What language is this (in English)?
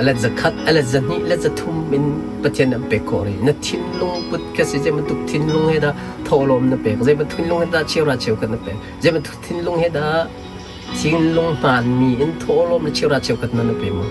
Hakha Chin